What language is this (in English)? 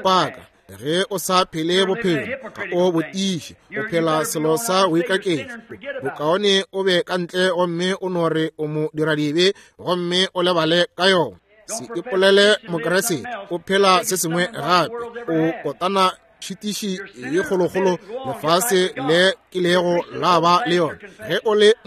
Northern Sotho